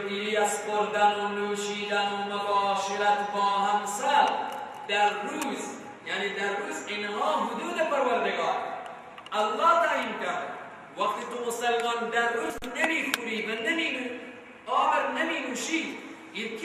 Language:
Persian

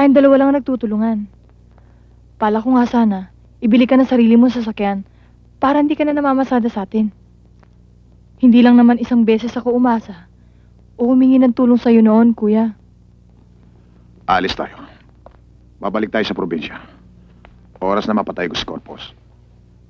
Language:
Filipino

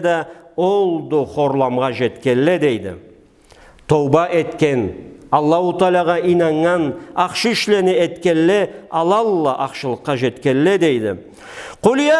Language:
Karachay-Balkar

